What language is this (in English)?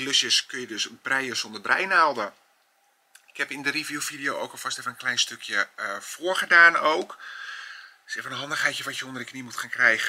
Dutch